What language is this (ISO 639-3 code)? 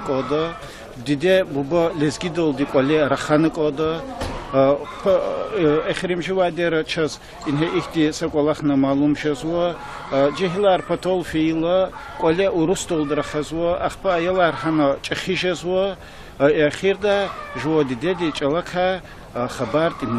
lez